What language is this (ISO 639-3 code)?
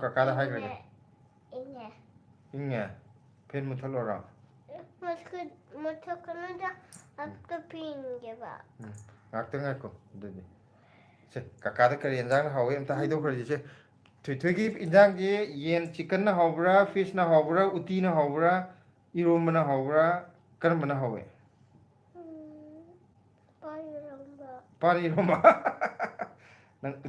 mni